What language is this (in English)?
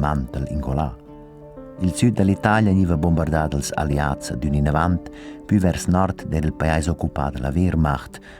Romansh